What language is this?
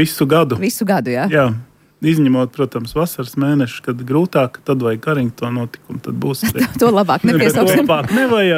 Latvian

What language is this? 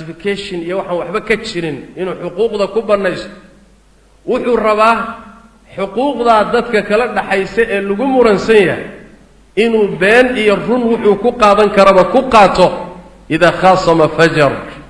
Somali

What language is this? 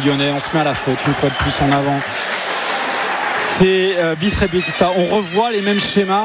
French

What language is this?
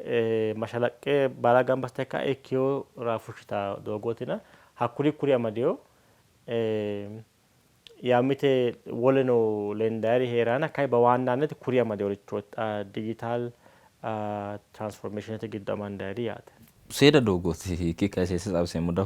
Sidamo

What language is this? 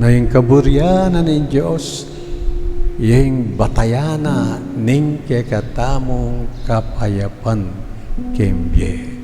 Pampanga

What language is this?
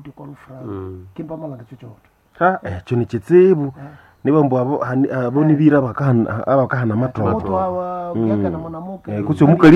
Nande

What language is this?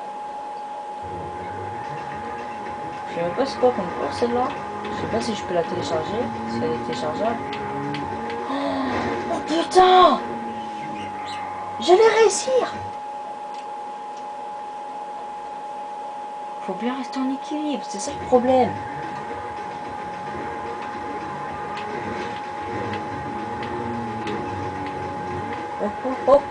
French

